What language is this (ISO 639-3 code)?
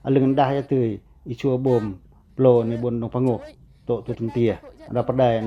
pac